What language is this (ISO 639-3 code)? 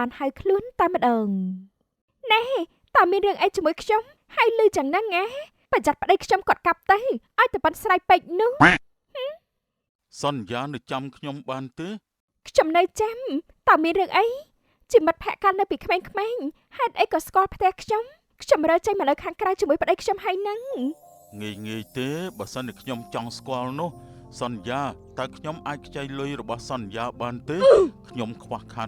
khm